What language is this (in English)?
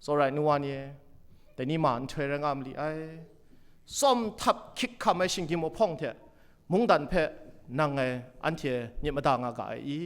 Kachin